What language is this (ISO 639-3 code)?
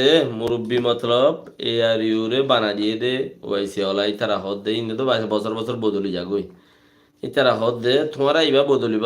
rhg